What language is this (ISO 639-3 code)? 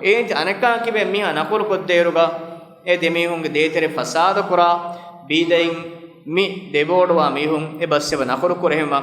div